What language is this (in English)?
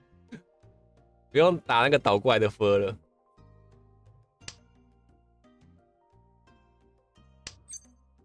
Chinese